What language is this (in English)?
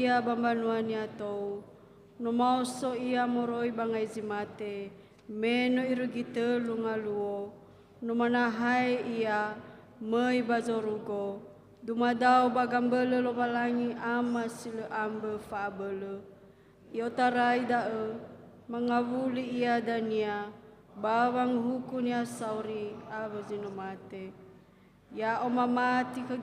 Nias